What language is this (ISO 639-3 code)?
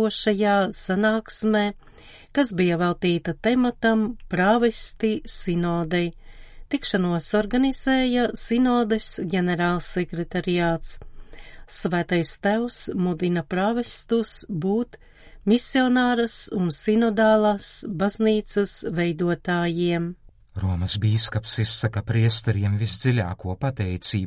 lav